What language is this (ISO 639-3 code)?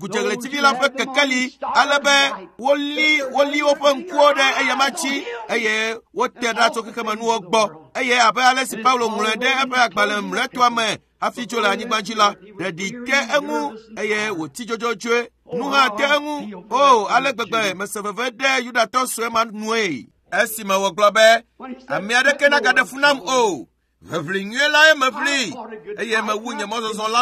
ewe